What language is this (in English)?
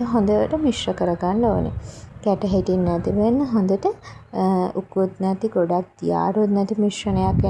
Sinhala